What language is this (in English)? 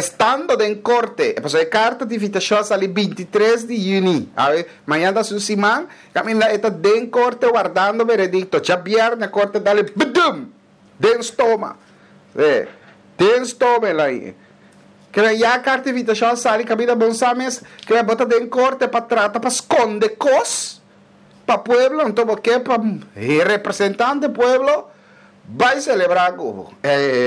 Papiamento